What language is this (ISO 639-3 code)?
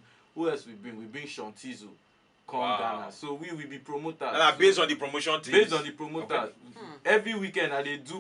pcm